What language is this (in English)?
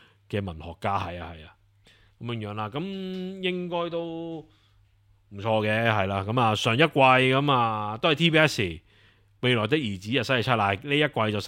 Cantonese